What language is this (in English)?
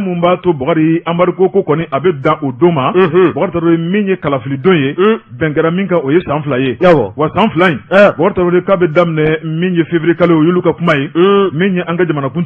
Bambara